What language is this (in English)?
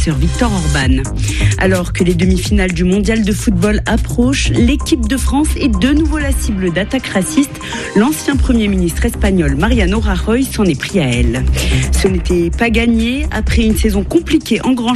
French